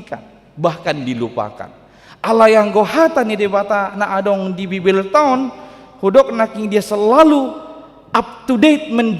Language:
Batak Toba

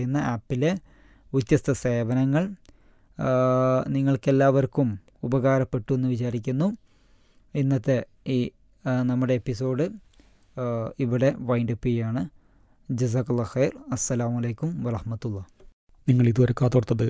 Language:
Malayalam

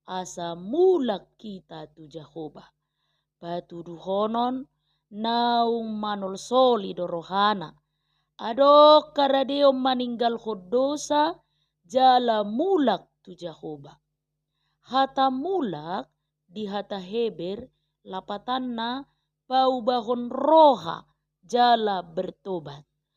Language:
Batak Toba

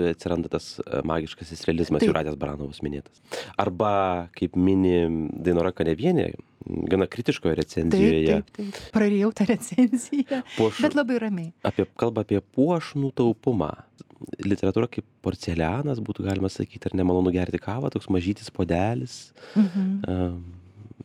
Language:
Lithuanian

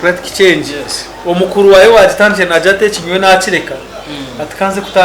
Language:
Nyankole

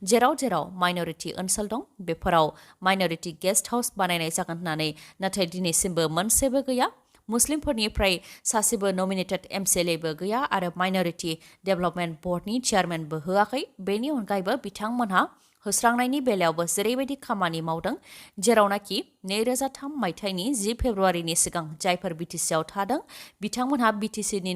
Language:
Bodo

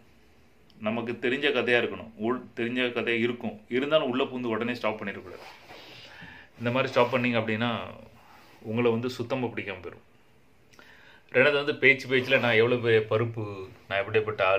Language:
Tamil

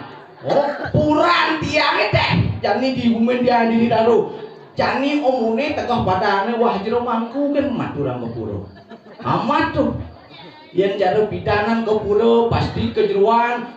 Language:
Balinese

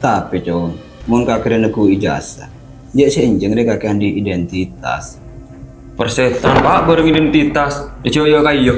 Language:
Madurese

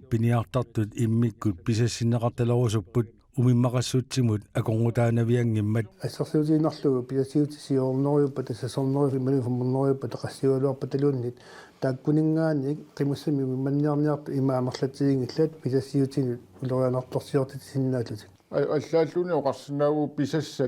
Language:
Kalaallisut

